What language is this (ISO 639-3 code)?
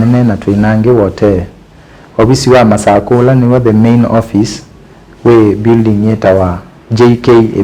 kam